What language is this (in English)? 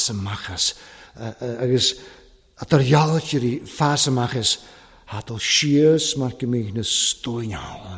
Welsh